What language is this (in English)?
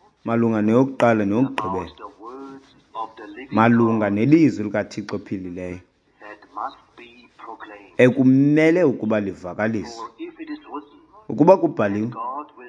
Xhosa